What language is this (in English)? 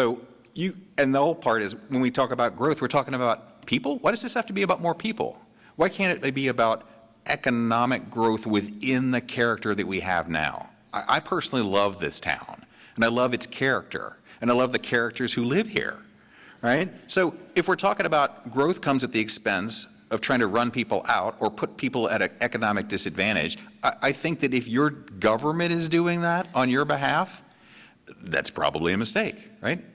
English